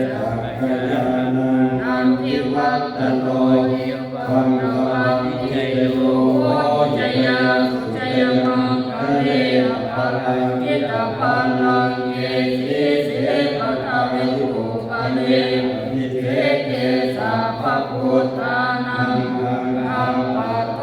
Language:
Pali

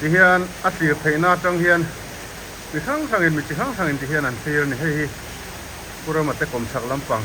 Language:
Mizo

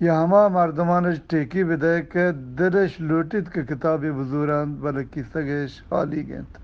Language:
Eastern Balochi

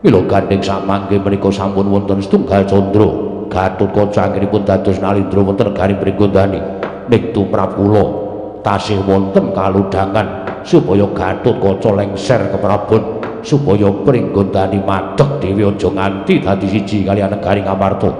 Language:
Javanese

